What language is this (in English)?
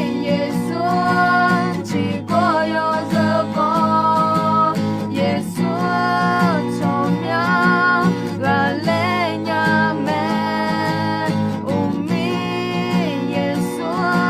Akha